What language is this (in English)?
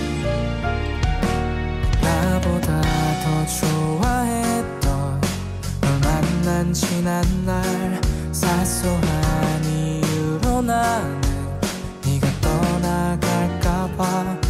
Korean